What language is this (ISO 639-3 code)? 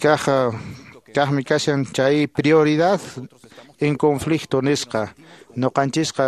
que